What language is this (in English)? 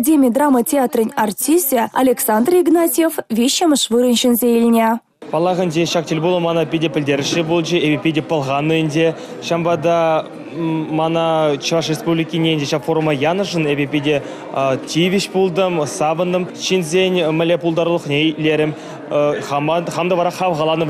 Chuvash